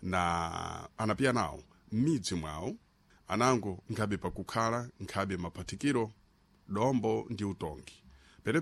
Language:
Sena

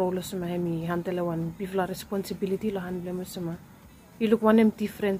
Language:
Bislama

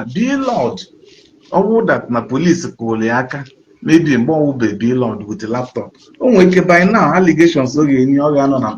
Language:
Igbo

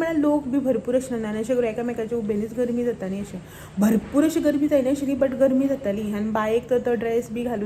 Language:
Konkani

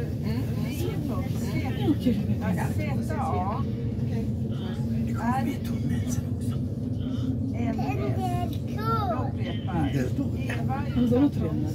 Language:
Swedish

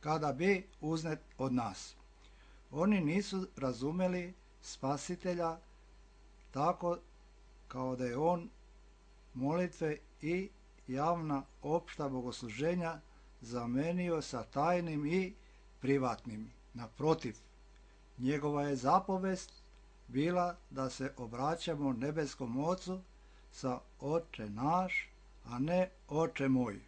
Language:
Serbian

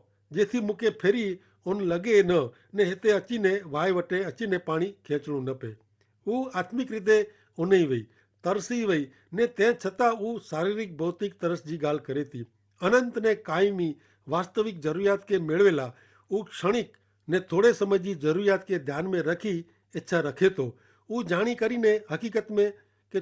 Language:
Kachhi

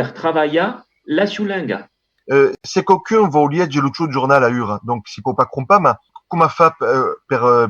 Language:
Occitan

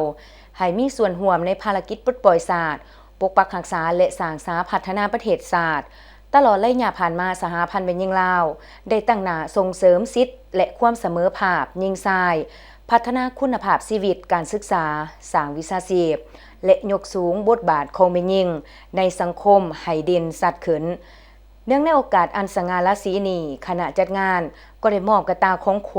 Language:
Lao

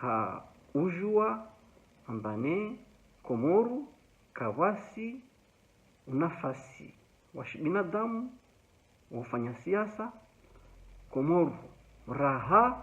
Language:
Ngazidja Comorian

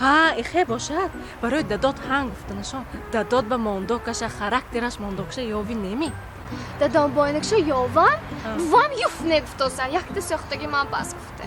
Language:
Tajik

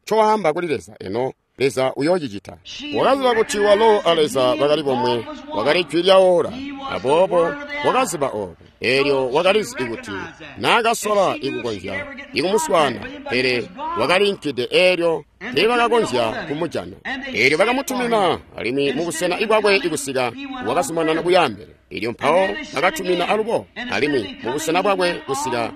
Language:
Tonga (Zambia)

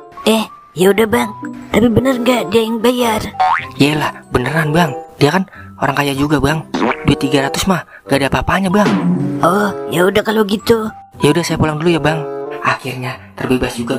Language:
Betawi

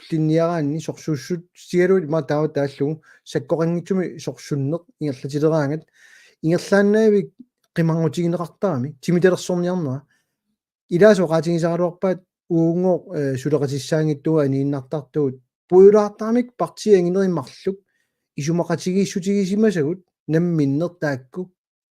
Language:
Kalaallisut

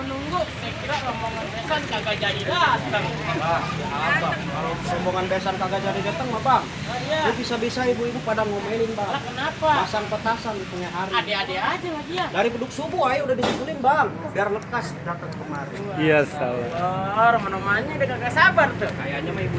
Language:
Betawi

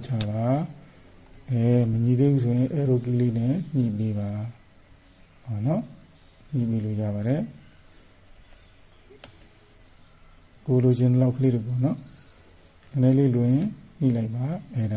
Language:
Burmese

